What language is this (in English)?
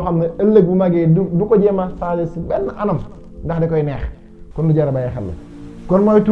Wolof